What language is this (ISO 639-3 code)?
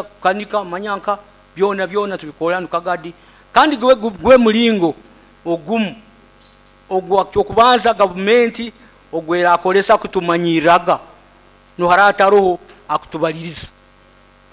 nyo